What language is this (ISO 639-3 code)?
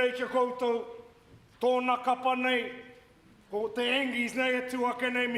mri